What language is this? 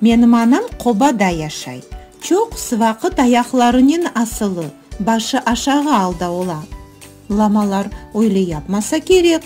Crimean Tatar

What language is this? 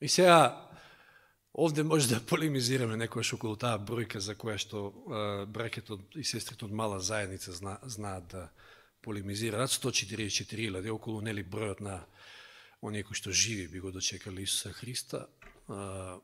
Macedonian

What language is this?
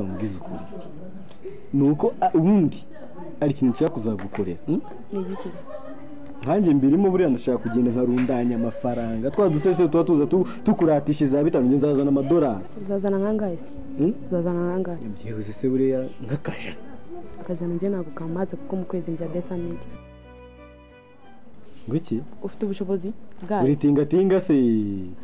Kinyarwanda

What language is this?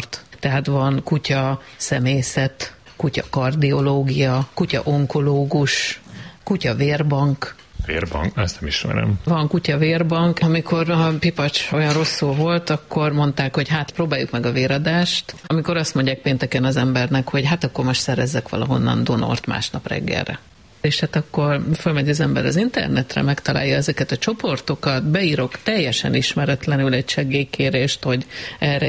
Hungarian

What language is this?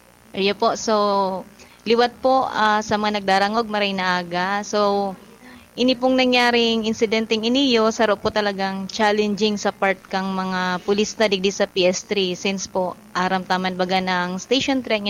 Bikol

